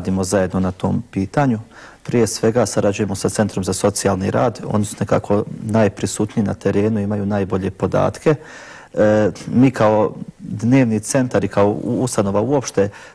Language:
Bosnian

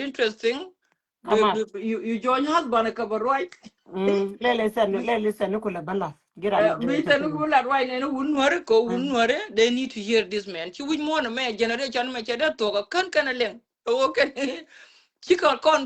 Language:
Nuer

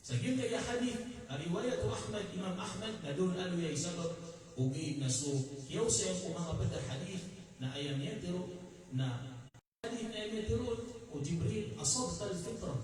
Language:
Maranao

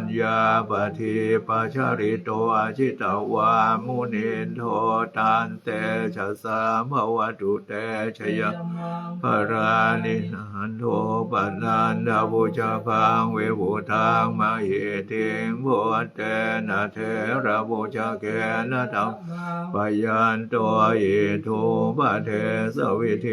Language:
Pali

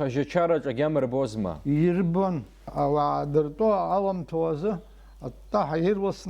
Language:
Abkhazian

